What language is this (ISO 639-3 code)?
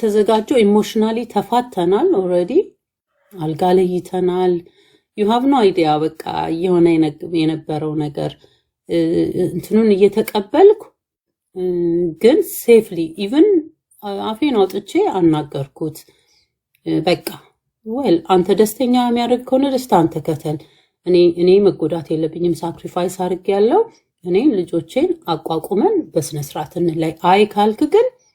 amh